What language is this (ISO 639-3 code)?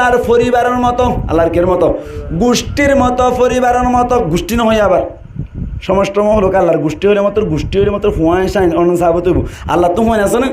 rhg